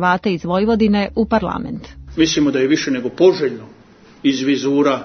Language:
Serbian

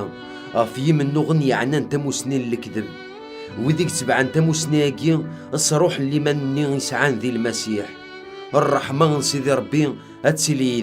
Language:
Kabyle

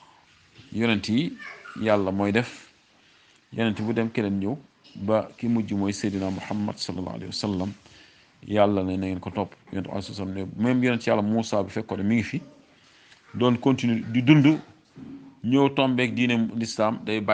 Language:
Wolof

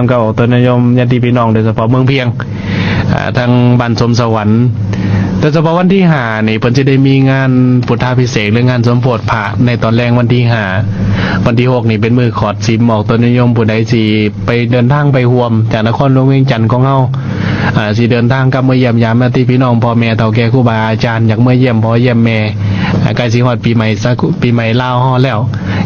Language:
Lao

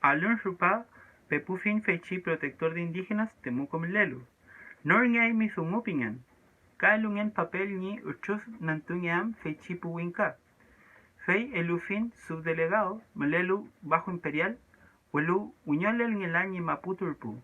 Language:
Mapuche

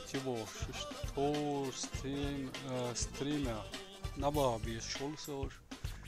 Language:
Chechen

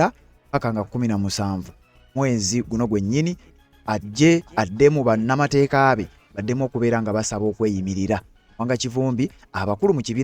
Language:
Ganda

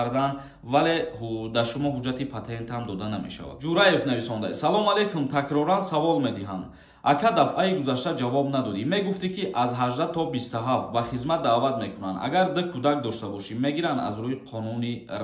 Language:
Tajik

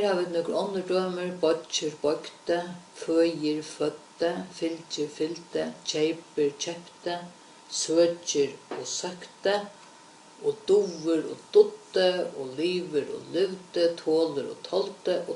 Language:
Faroese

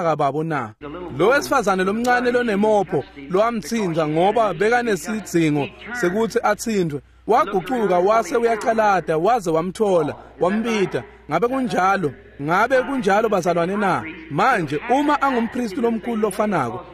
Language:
Swati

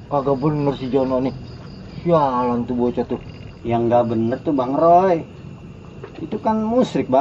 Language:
Betawi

